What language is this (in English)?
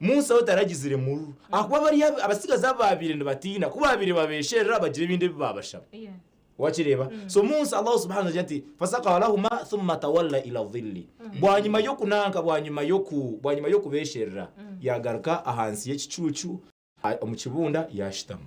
Nyankole